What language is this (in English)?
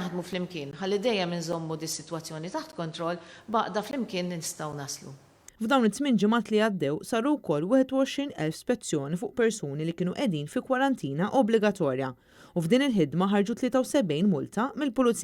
Maltese